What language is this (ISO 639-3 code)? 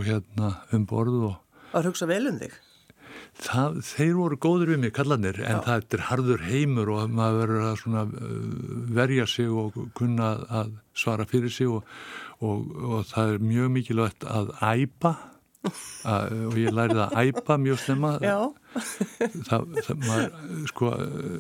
isl